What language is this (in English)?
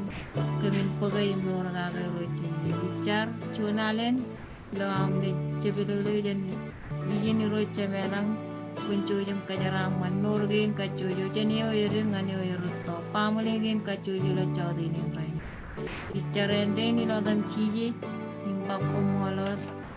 Marshallese